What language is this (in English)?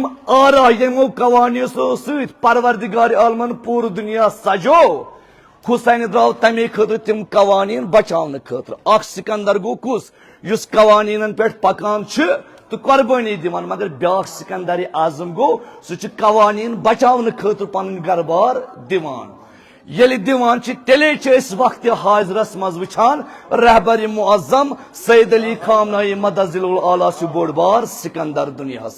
Kashmiri